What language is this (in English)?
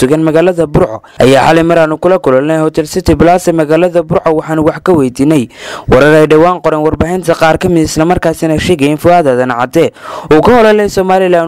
Somali